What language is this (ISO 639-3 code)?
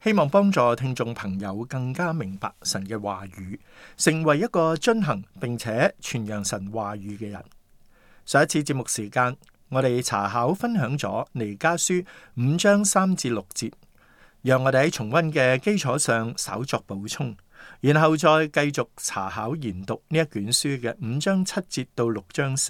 yue